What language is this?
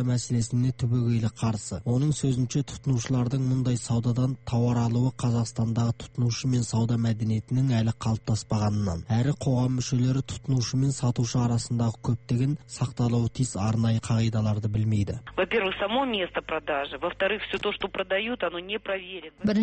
Kazakh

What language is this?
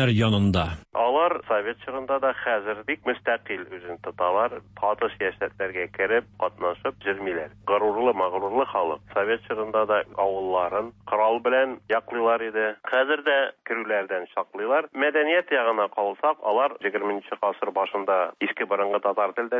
Tatar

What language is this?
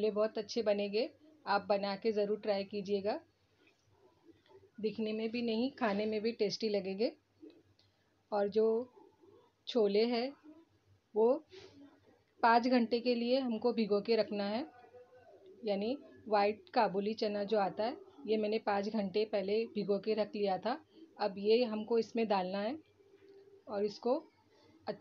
Hindi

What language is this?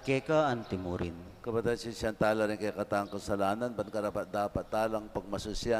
Pampanga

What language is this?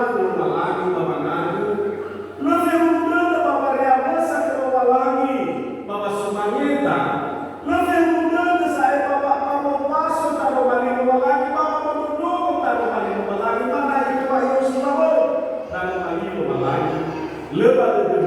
Nias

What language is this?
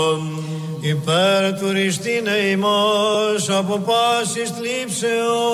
Greek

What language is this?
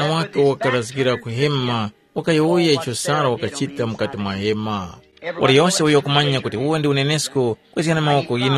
Tumbuka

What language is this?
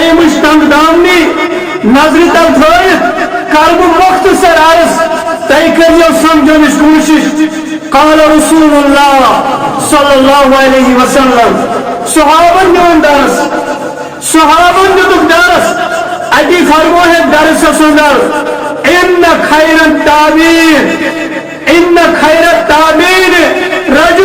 Kashmiri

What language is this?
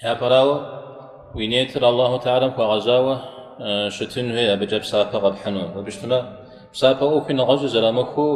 Kabardian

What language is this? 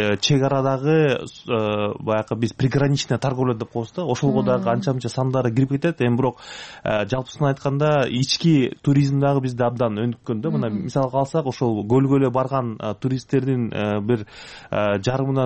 Kyrgyz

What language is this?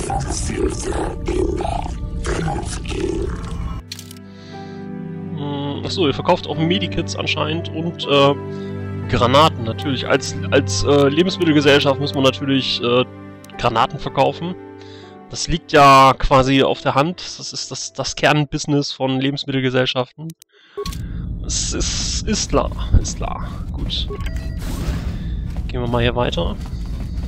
German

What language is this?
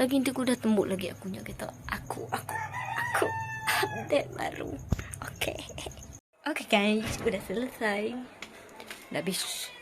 Iban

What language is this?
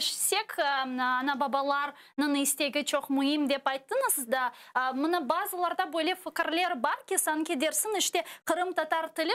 Crimean Tatar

